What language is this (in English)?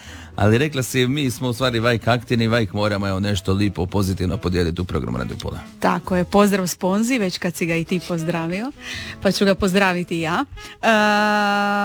Croatian